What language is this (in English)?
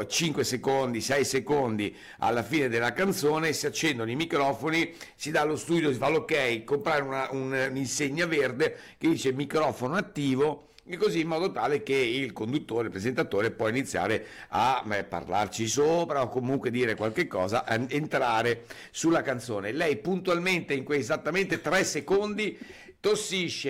Italian